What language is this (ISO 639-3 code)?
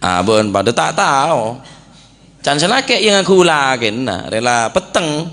mad